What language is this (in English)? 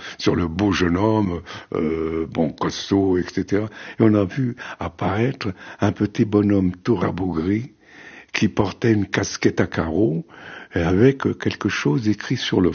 French